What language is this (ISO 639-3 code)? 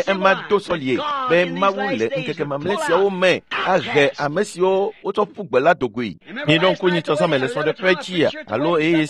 ewe